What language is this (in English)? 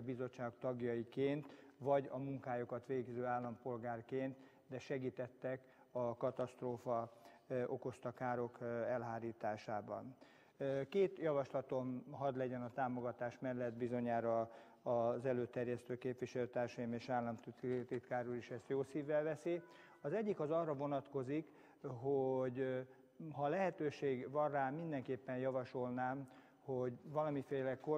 Hungarian